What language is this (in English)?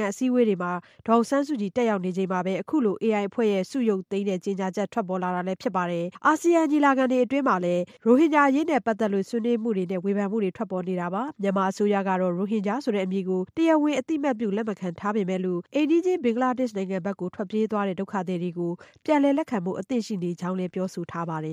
Burmese